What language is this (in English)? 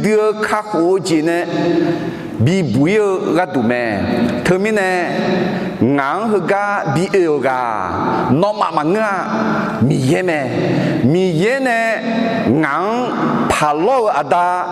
Akha